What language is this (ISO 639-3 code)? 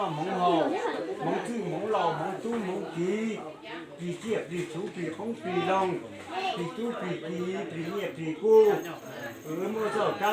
hmn